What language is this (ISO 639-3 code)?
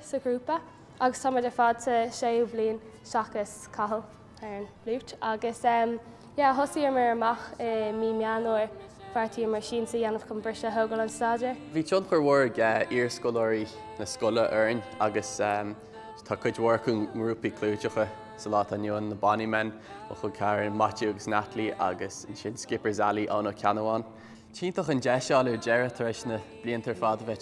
gle